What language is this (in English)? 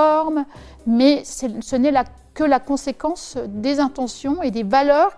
French